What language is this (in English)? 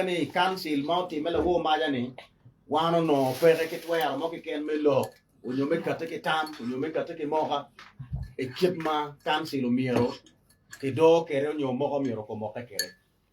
Acoli